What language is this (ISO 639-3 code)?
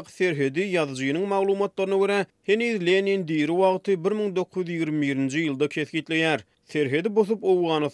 tuk